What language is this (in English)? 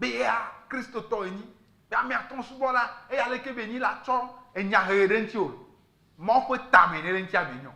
Ewe